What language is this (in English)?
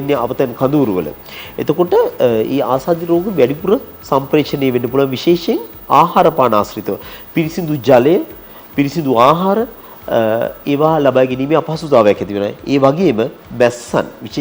Sinhala